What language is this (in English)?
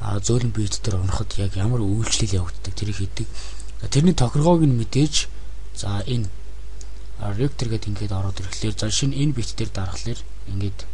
Mongolian